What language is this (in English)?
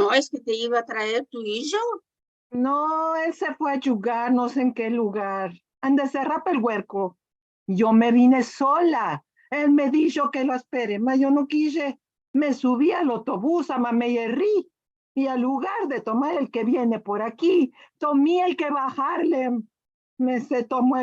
Ladino